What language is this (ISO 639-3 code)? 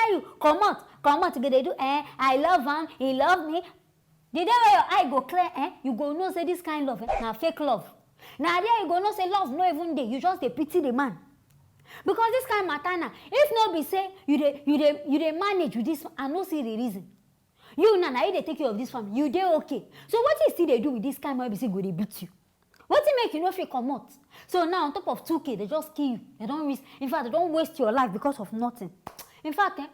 pcm